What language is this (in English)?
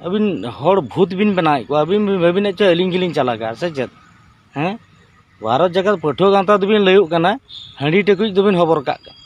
Santali